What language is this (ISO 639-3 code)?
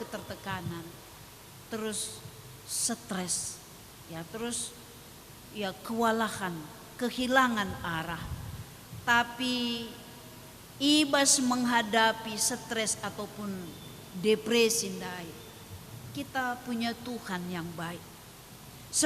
btx